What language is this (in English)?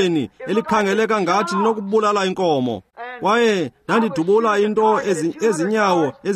Xhosa